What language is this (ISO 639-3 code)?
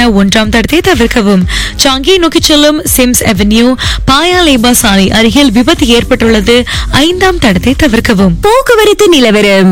tam